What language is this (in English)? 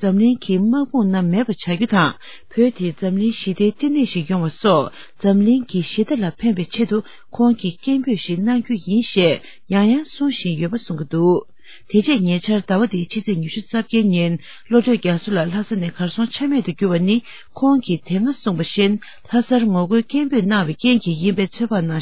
Tibetan